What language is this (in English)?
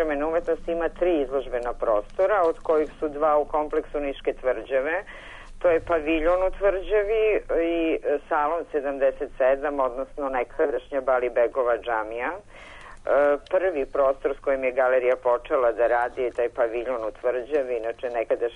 Serbian